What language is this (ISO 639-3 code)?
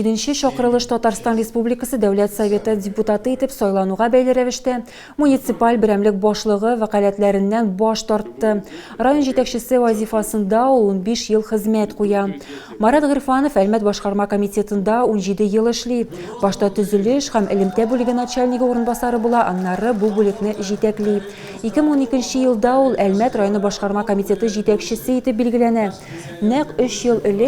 tat